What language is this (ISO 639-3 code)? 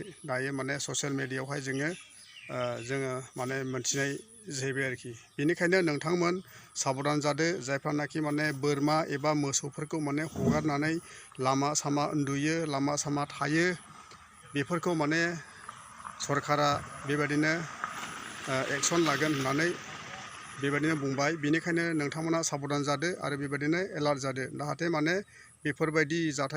brx